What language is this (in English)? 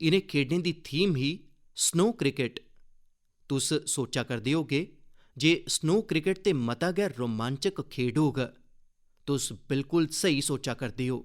Dogri